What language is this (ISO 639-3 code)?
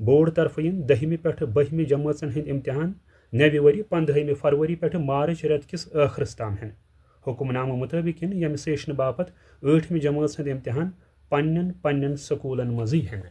kas